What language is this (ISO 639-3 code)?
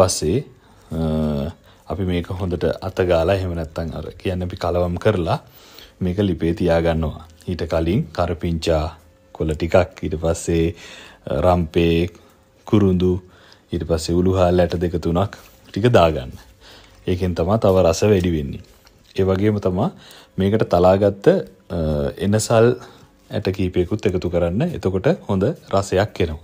sin